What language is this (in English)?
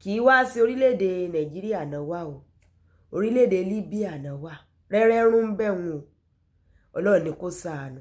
Yoruba